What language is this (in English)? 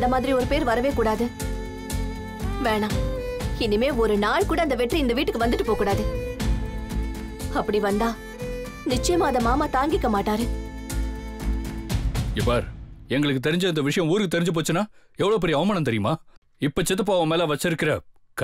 Tamil